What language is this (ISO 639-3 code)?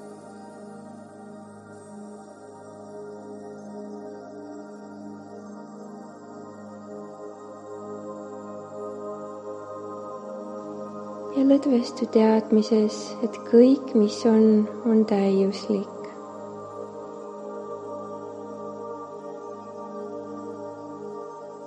est